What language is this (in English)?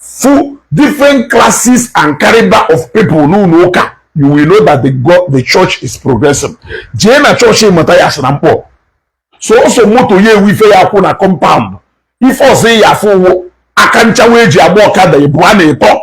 Igbo